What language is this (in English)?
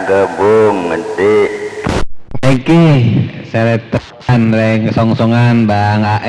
Madurese